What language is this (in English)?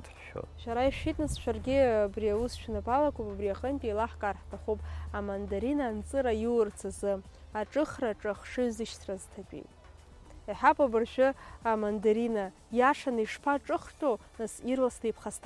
Abkhazian